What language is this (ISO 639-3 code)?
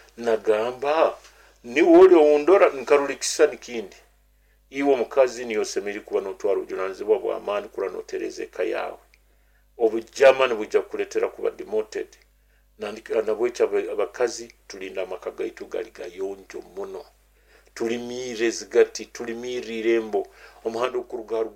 nyo